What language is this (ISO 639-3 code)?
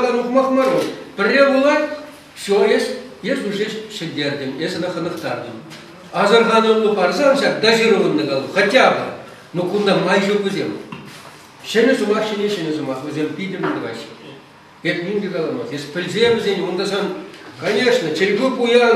chv